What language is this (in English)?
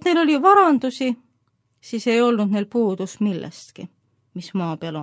Estonian